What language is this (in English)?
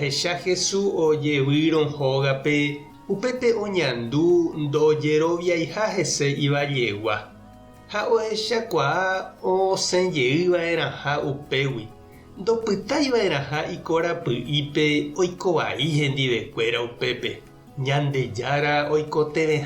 Guarani